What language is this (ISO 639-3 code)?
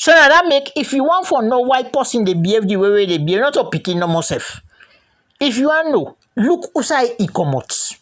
kri